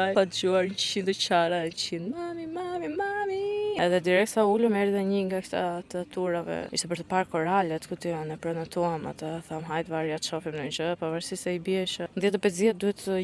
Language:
Albanian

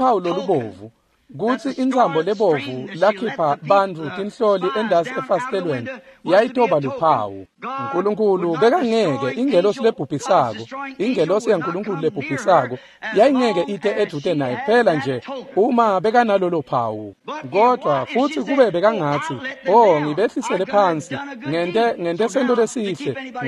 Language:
Swati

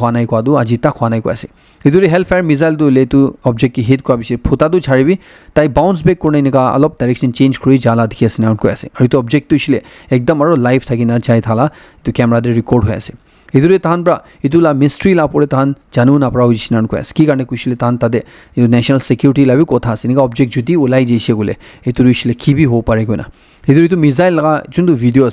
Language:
Naga Pidgin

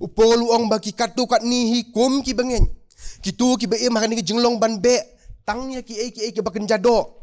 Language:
Khasi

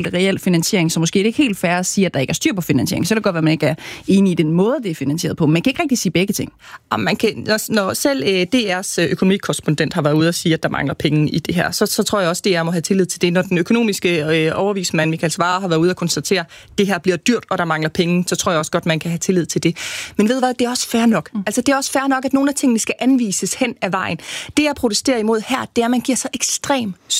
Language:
Danish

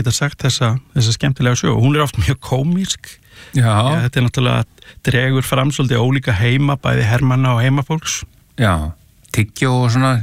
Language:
Icelandic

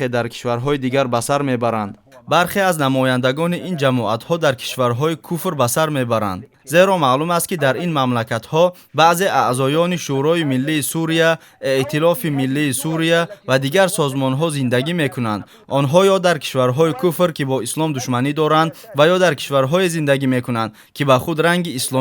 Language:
Tajik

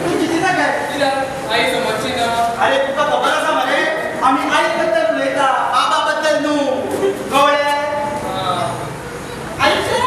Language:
Konkani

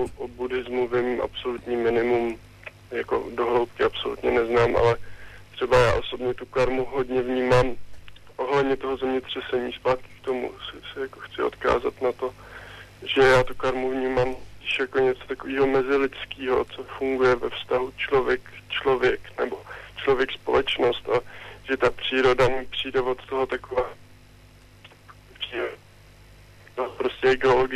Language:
Czech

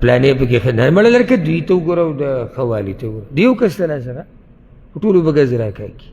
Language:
Pashto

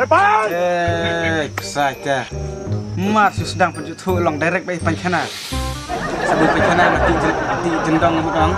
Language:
Khasi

